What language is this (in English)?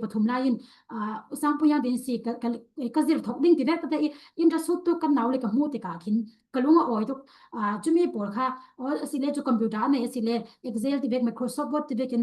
Falam Chin